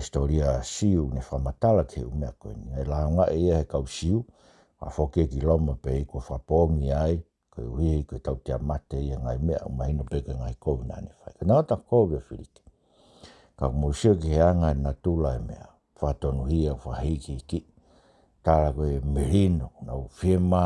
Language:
Tongan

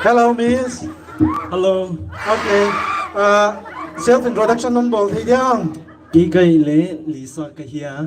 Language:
Paite Chin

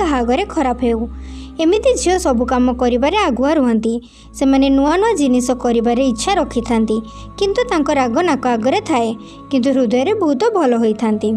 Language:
Odia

